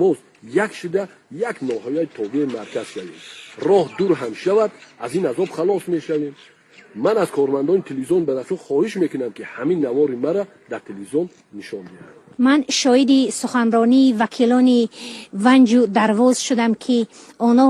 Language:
Tajik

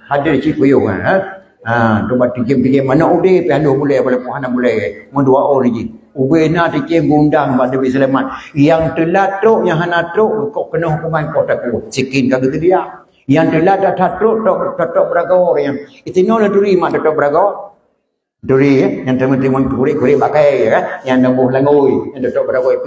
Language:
Achinese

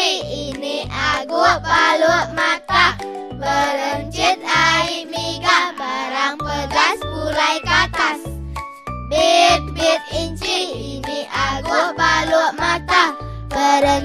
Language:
Iban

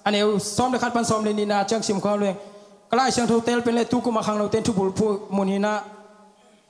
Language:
Tedim Chin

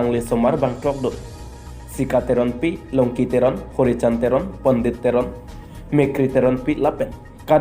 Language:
Karbi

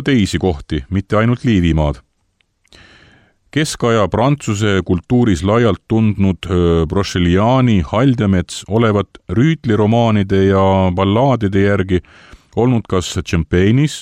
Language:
Estonian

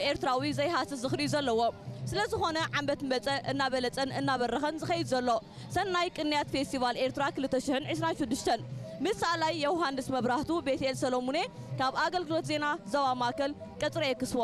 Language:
Tigrinya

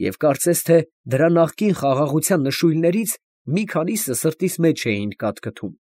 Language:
Armenian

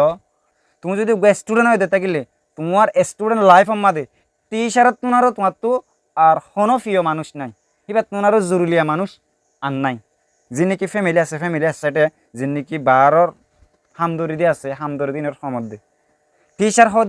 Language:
Rohingya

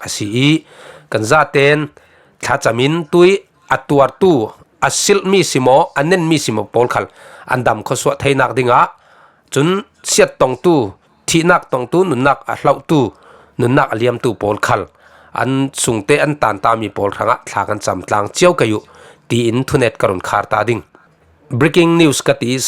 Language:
Falam Chin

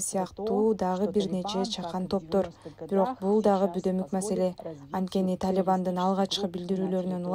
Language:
Kyrgyz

